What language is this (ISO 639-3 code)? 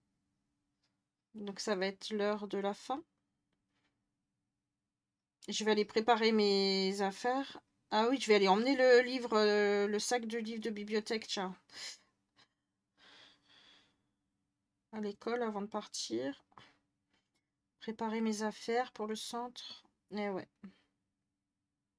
fra